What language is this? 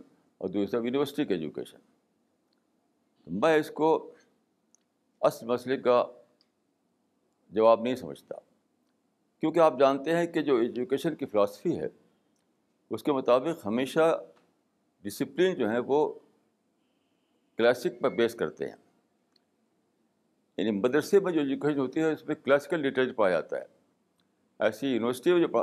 Urdu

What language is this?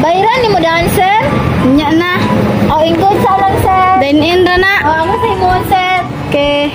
Cebuano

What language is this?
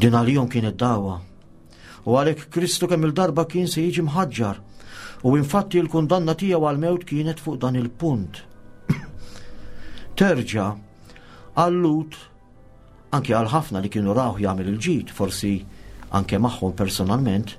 Maltese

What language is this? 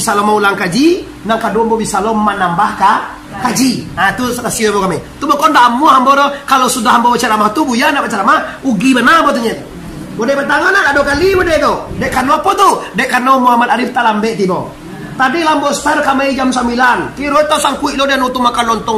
Minangkabau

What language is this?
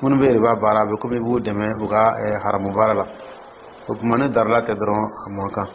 Dyula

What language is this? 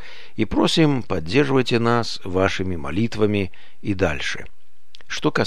Russian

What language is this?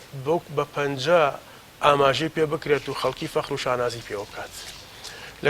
Central Kurdish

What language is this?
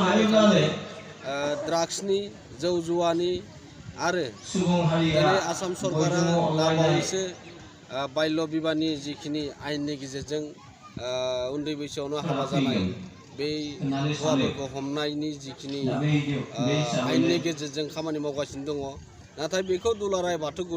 Bodo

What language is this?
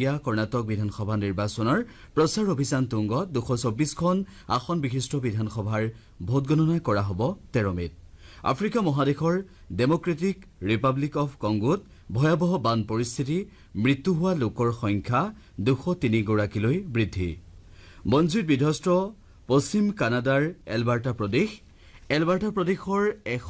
Assamese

